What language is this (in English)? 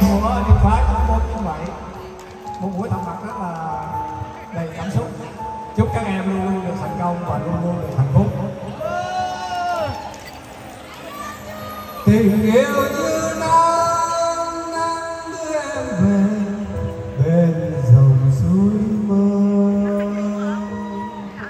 Vietnamese